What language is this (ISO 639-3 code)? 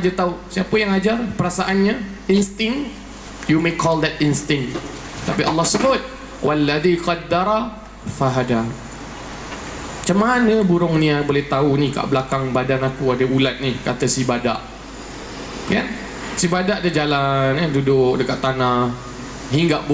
msa